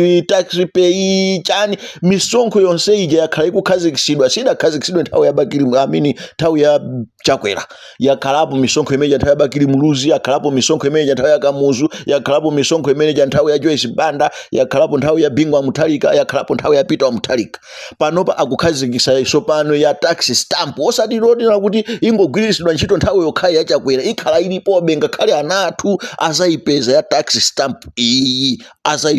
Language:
Nyanja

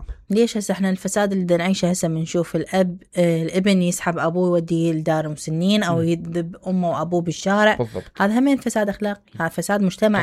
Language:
Mesopotamian Arabic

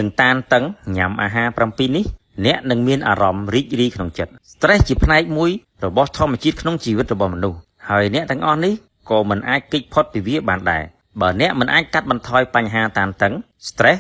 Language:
Khmer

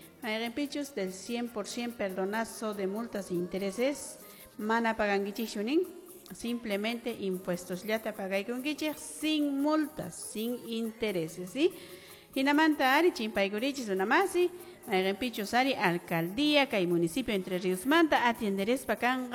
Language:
Quechua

